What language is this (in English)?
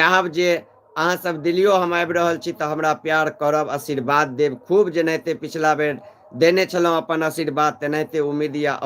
Maithili